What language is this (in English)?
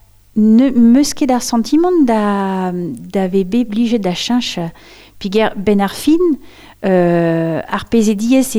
Breton